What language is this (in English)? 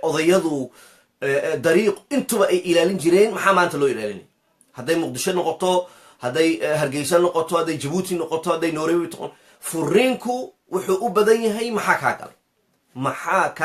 Somali